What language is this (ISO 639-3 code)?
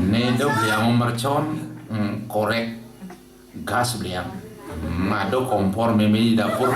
ban